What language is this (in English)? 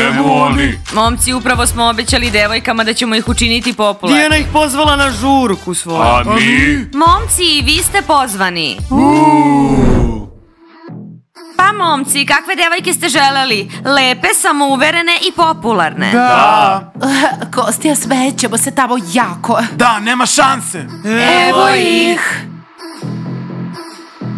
Serbian